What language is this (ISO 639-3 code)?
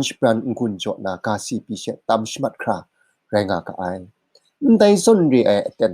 kac